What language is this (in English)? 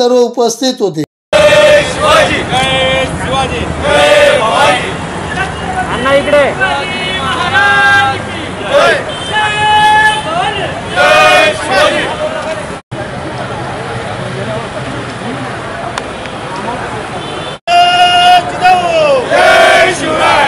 Marathi